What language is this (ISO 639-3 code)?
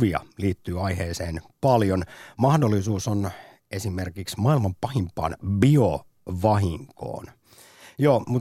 fin